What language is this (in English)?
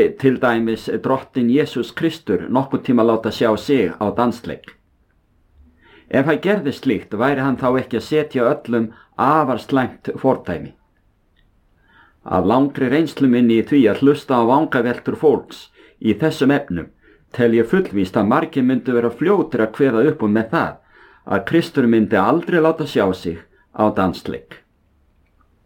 Icelandic